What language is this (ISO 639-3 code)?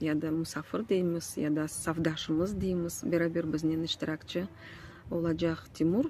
crh